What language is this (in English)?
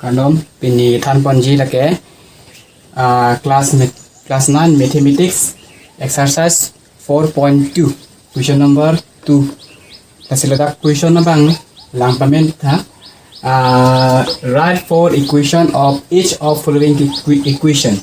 Karbi